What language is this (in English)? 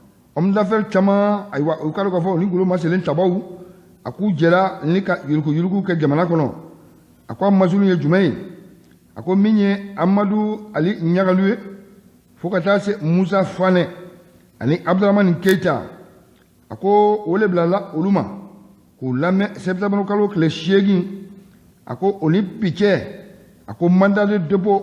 Bambara